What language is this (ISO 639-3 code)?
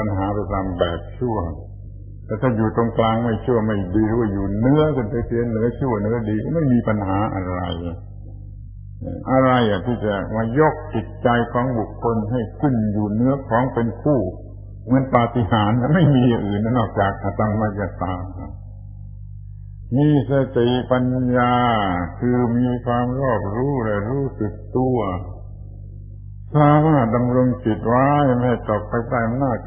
tha